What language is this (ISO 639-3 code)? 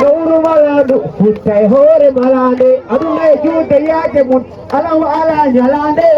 ful